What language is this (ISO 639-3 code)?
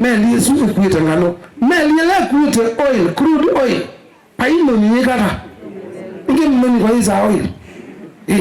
kam